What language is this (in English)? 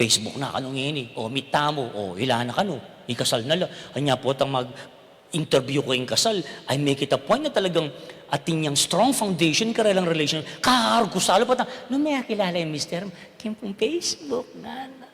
Pampanga